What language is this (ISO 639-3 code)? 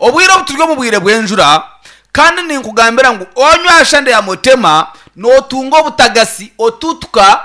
nyn